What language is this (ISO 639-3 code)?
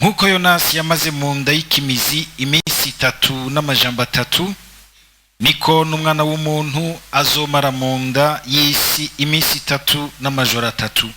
run